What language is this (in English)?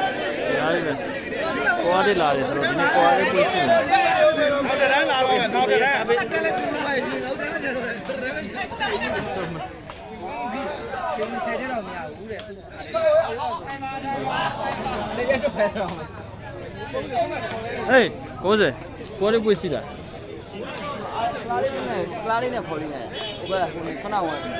Burmese